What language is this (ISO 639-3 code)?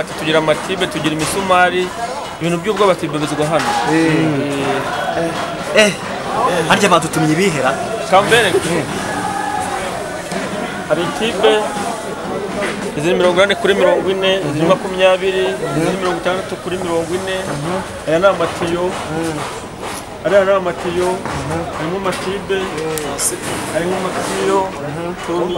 kin